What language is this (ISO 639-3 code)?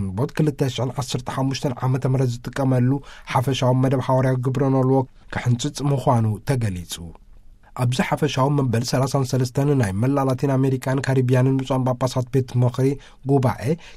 tir